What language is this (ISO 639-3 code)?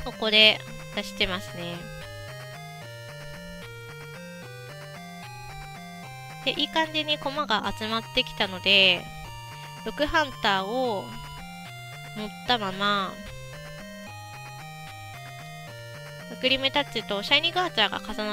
jpn